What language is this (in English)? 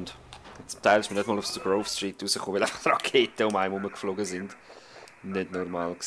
Swiss German